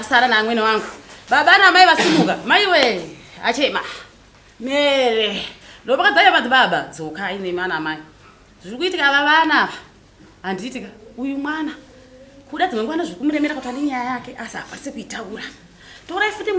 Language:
Shona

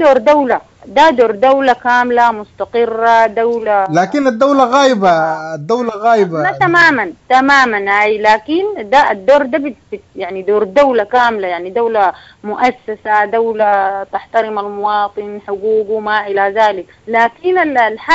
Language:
Sudanese Arabic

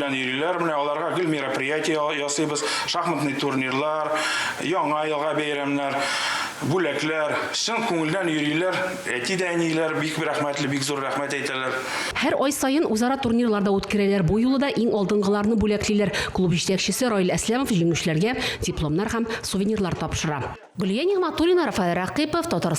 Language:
Tatar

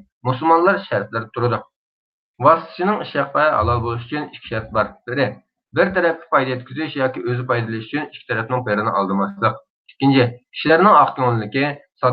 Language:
Uyghur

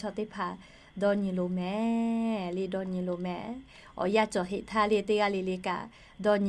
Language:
Lahu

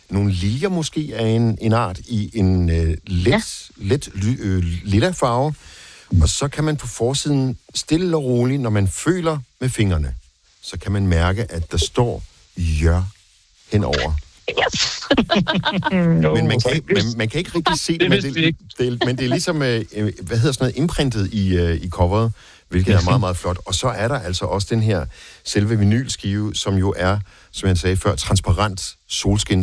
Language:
Danish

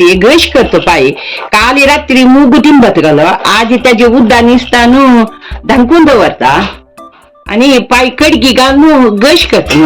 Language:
Konkani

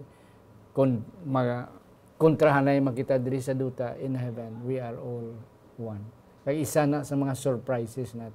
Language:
Hiligaynon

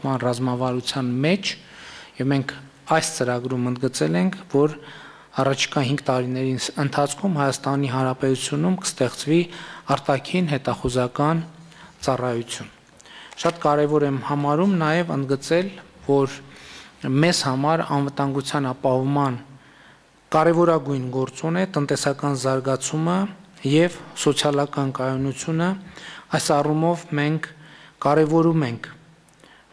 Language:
Armenian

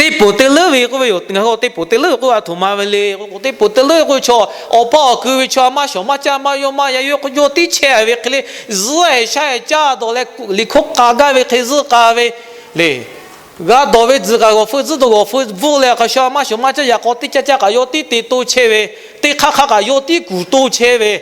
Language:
Lahu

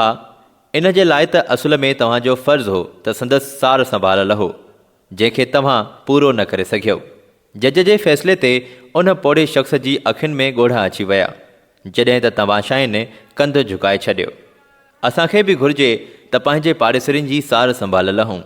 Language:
Sindhi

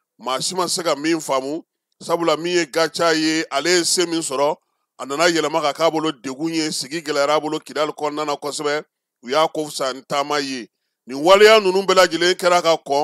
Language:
Bambara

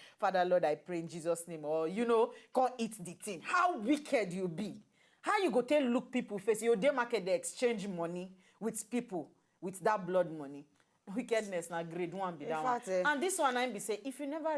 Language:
Nigerian Pidgin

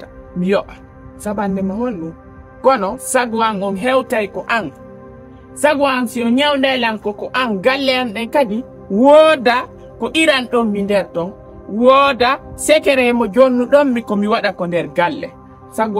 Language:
Fula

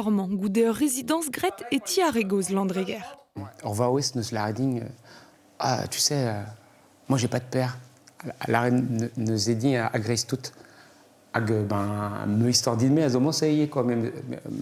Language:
Breton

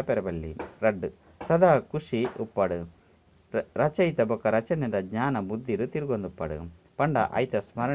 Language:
Tulu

